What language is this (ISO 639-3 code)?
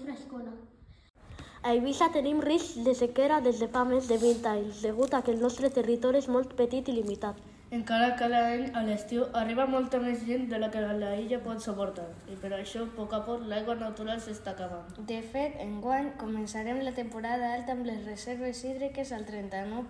cat